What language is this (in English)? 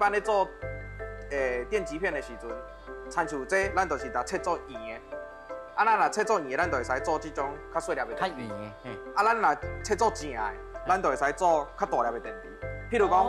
Min Nan Chinese